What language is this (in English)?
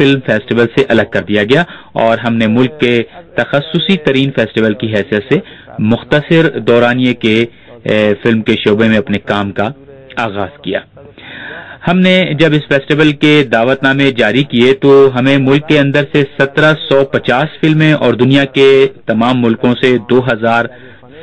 Urdu